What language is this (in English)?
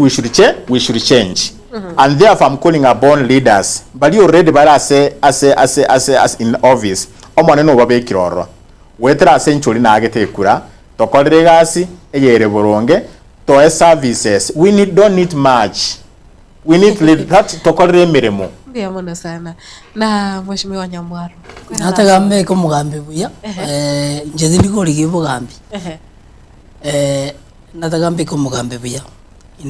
Gusii